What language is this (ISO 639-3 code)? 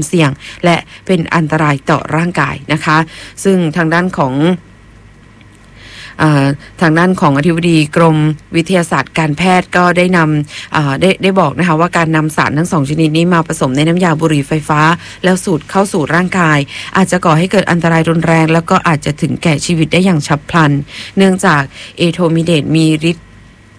tha